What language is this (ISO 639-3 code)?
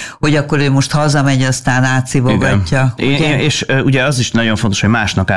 hun